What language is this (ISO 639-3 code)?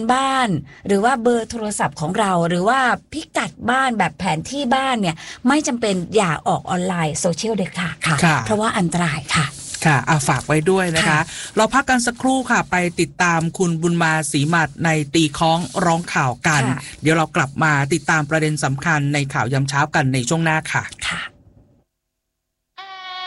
tha